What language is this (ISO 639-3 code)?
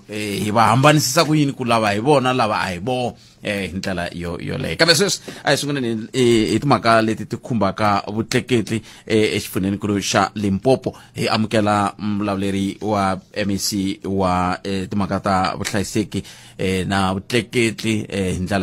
tso